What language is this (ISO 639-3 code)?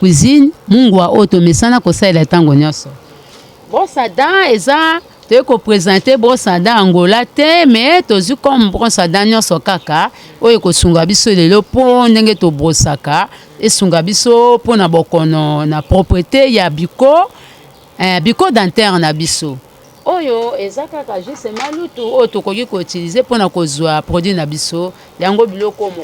lin